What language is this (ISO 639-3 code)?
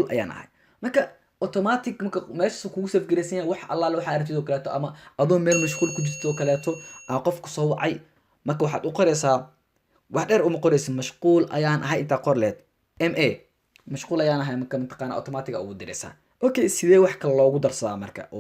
som